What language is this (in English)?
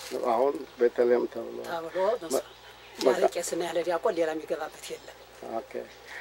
Amharic